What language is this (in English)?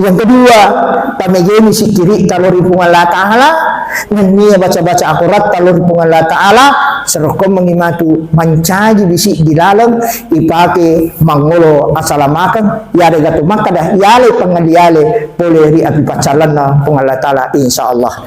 Buginese